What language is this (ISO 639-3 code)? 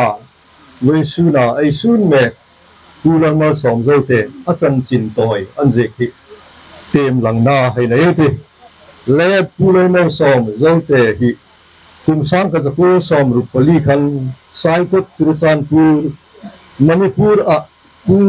hmr